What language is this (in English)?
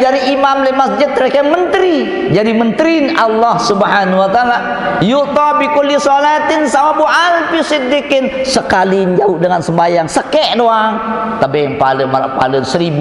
Sasak